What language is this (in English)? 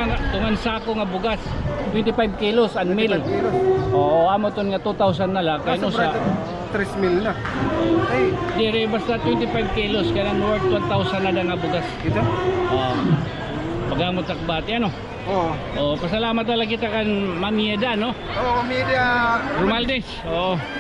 Waray